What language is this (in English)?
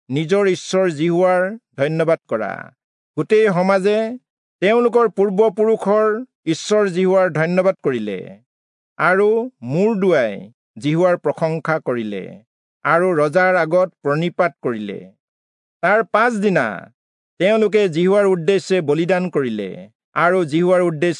Assamese